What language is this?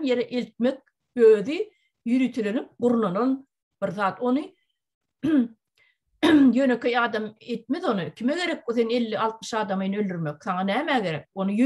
Turkmen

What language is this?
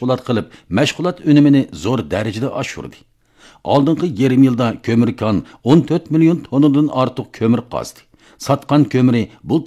Uyghur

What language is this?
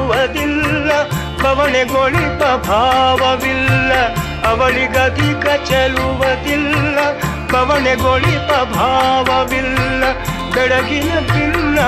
Kannada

